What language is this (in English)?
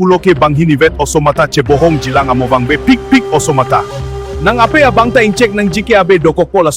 Karbi